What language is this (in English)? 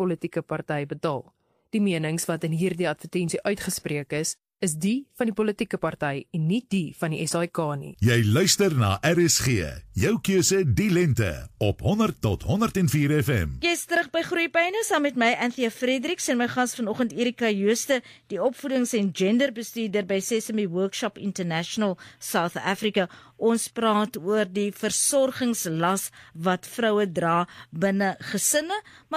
Afrikaans